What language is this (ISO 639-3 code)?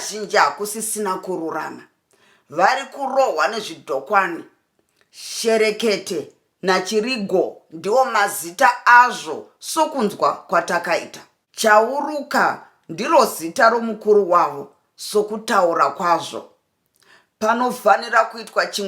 sna